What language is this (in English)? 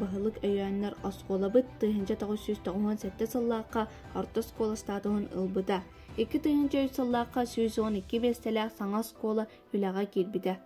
Yakut